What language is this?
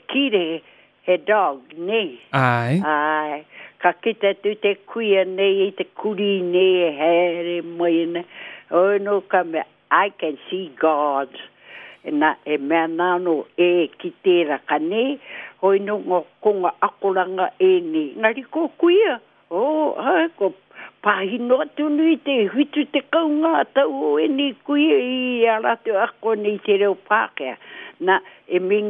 Māori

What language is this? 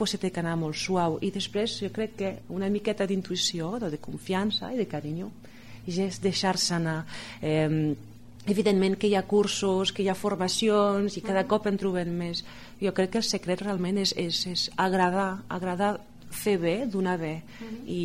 Catalan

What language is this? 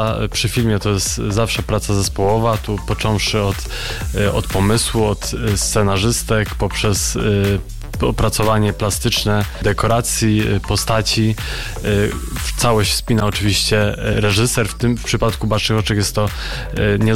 Polish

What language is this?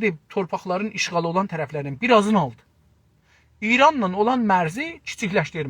South Azerbaijani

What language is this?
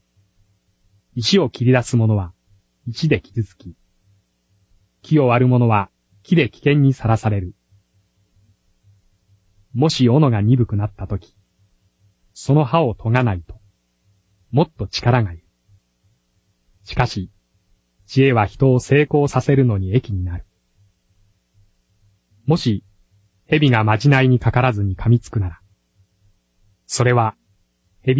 Japanese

